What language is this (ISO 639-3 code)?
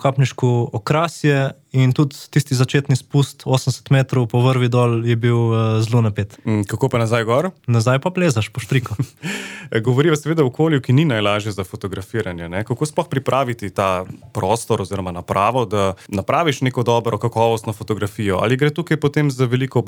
slv